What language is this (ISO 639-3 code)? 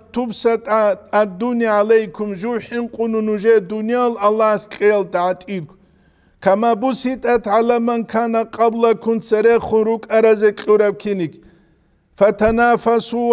ava